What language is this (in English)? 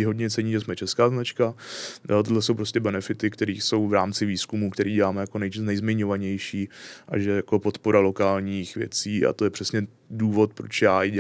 Czech